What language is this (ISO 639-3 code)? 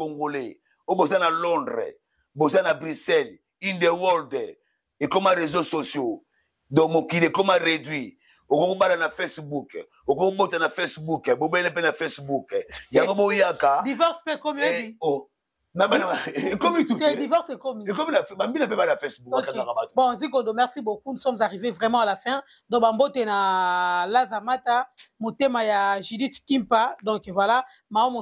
lin